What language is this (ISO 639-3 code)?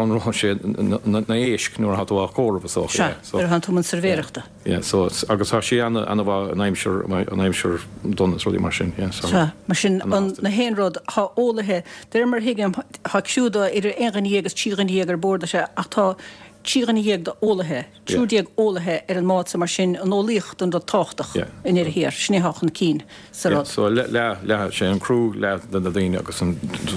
gle